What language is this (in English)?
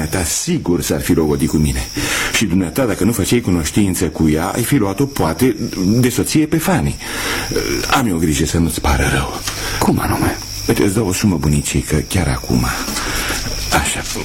Romanian